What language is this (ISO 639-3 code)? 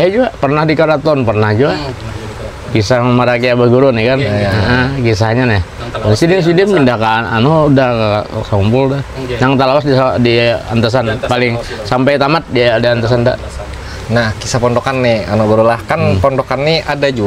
bjn